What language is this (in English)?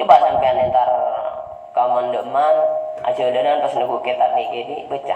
Madurese